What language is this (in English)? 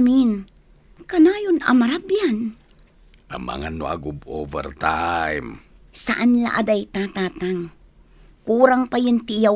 Iloko